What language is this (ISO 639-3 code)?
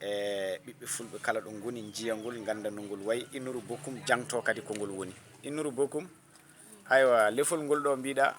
ful